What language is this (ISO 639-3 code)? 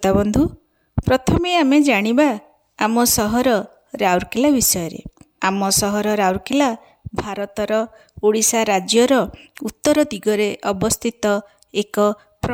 ori